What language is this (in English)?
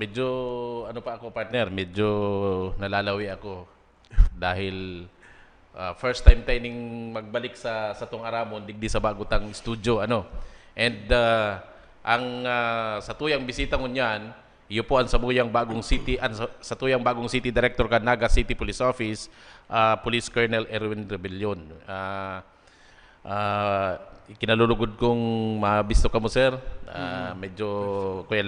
Bikol